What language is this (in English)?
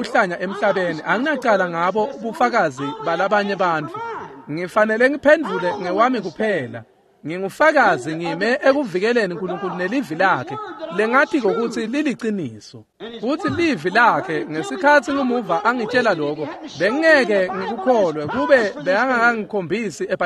Swati